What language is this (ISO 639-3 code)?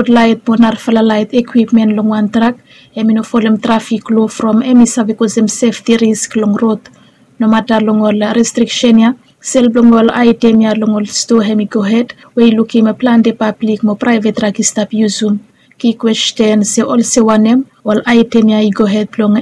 bis